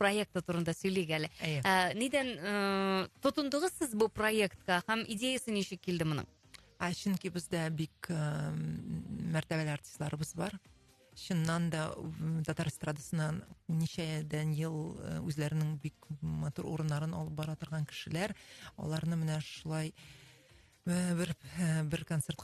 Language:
Tatar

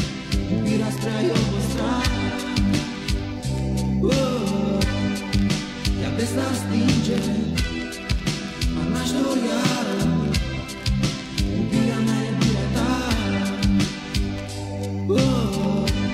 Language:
Romanian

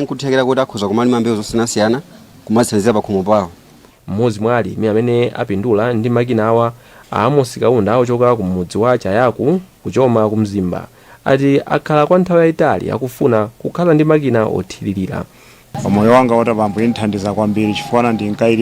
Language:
Nyanja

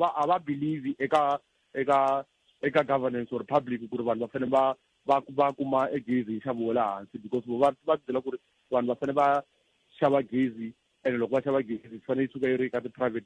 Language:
Tsonga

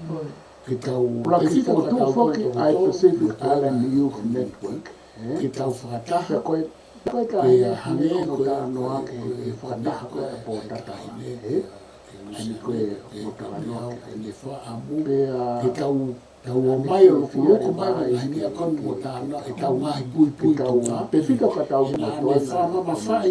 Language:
Tongan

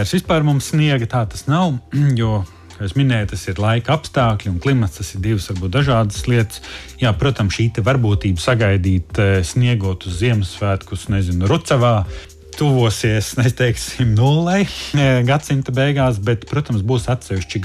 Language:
Latvian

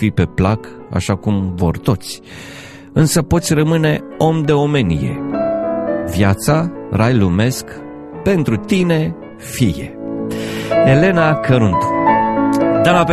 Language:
Romanian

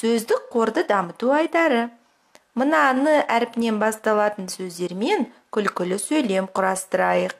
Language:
Kazakh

